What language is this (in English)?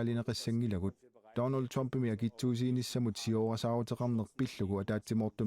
Kalaallisut